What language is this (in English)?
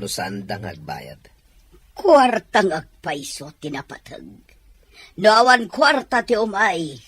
Iloko